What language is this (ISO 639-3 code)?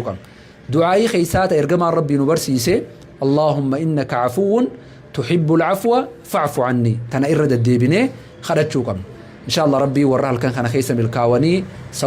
orm